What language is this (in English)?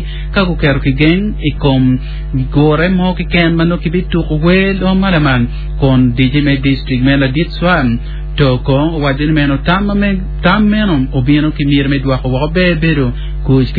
Acoli